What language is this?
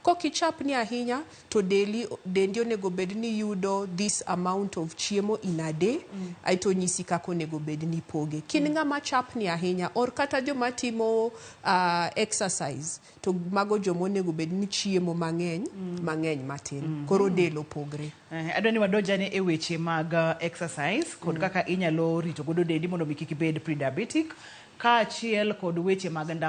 Luo (Kenya and Tanzania)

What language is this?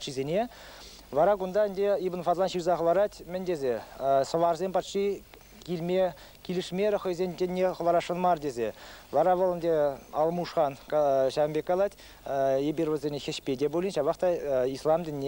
Chuvash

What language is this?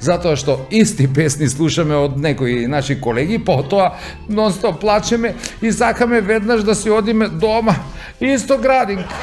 Macedonian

